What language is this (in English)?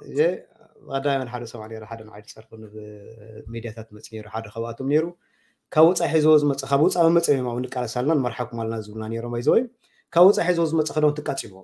Tigrinya